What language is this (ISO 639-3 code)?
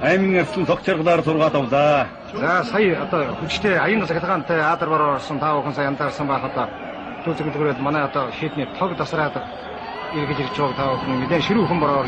mon